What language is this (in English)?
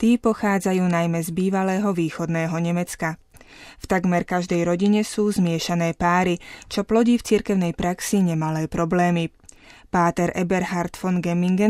Slovak